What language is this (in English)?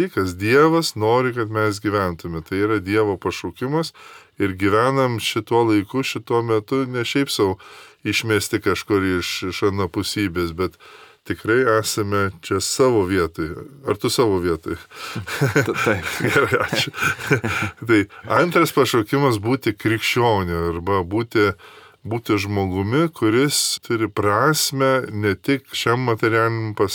Lithuanian